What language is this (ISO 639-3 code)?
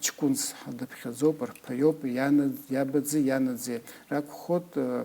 abk